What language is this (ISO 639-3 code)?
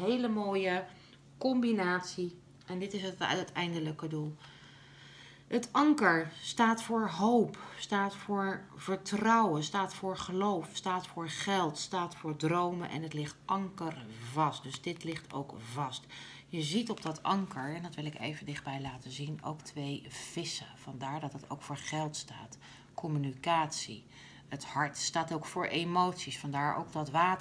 nld